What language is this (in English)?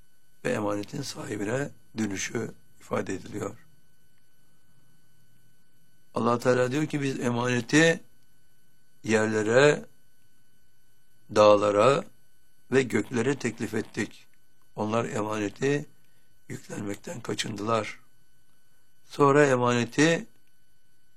Turkish